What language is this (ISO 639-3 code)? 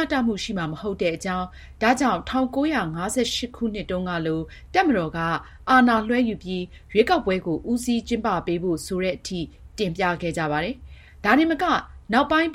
mya